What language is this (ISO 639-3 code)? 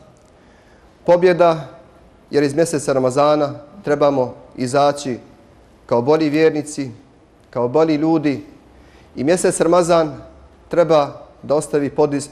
bos